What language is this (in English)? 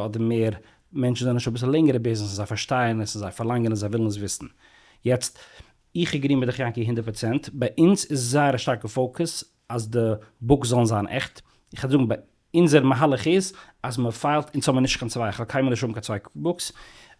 Yiddish